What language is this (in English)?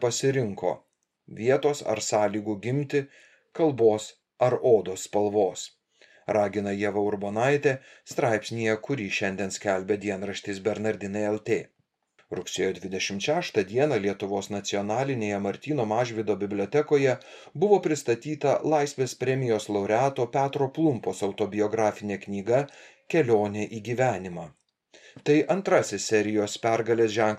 Lithuanian